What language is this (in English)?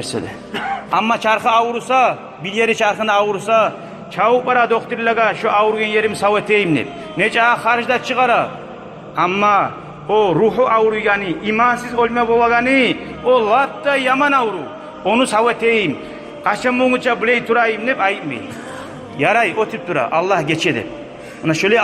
Kumyk